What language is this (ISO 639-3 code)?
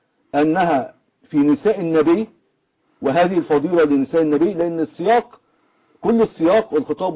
ara